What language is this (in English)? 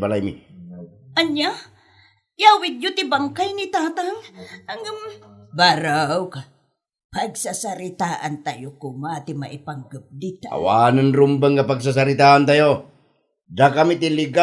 Iloko